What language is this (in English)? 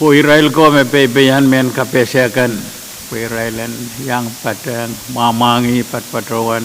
Pohnpeian